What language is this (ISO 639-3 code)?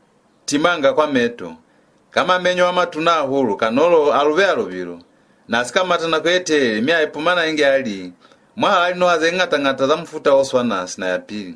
loz